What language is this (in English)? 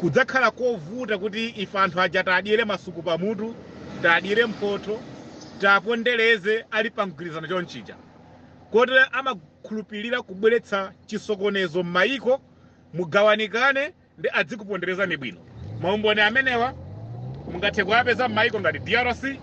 Nyanja